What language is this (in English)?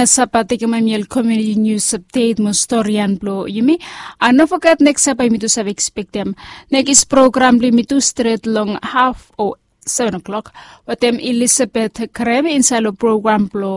Bislama